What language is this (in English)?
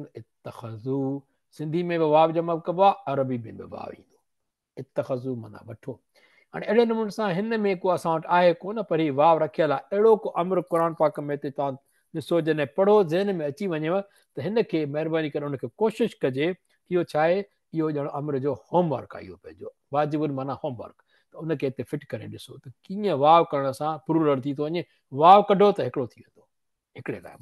Sindhi